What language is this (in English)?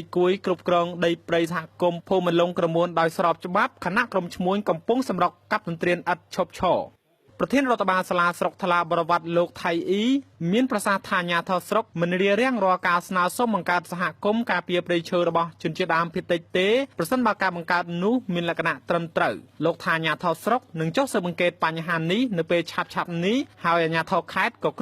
Khmer